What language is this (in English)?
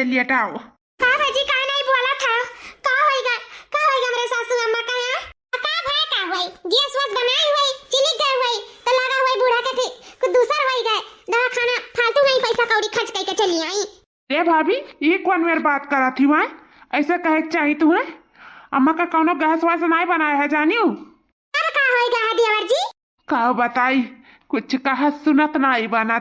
Awadhi